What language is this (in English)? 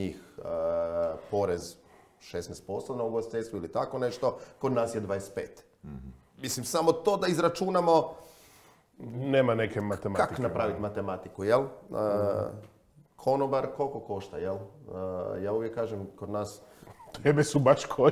Croatian